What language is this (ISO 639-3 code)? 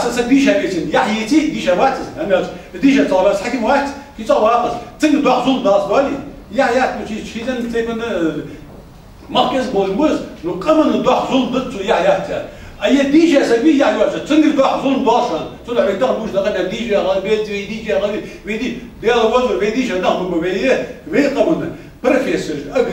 inh